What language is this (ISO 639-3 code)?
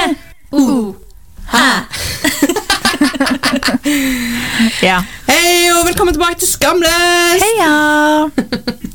nor